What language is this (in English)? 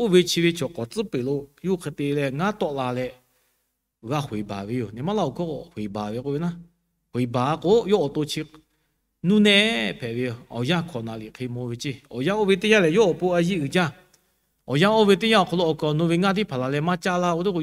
Lahu